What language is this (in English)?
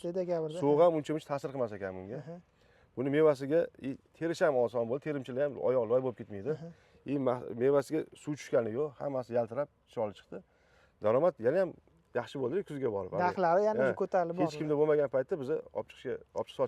Uzbek